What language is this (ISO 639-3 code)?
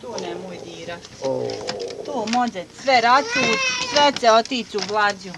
bos